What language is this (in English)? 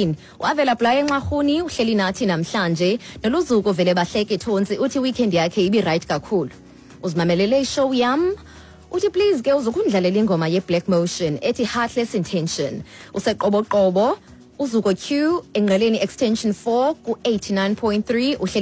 Xhosa